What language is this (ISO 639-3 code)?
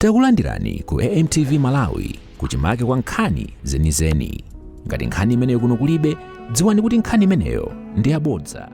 nya